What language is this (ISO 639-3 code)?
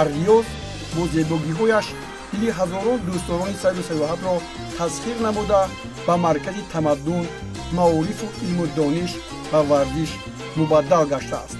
tgk